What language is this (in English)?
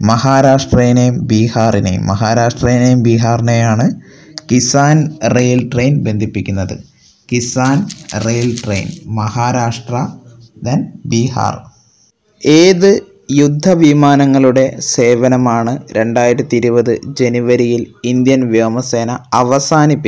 Malayalam